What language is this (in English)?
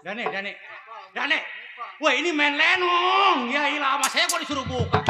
Betawi